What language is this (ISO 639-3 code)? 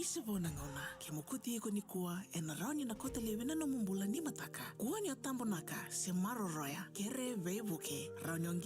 fij